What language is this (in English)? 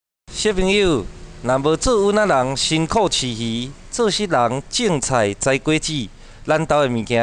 Min Nan Chinese